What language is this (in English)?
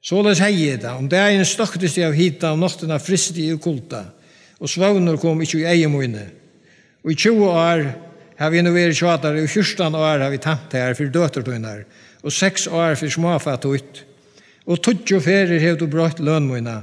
Faroese